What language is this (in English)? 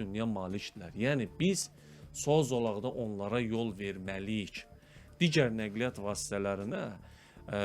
Azerbaijani